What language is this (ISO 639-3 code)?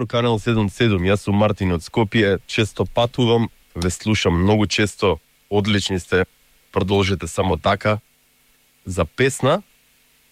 mkd